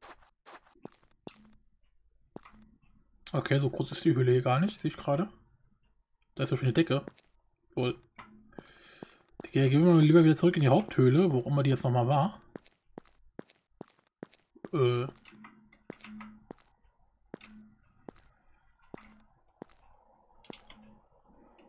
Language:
German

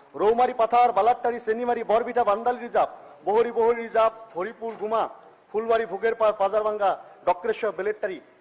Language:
Assamese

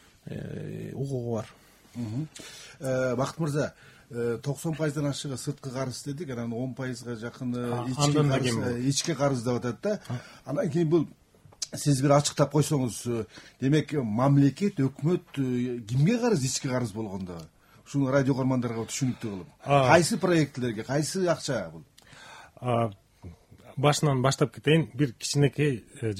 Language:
Kyrgyz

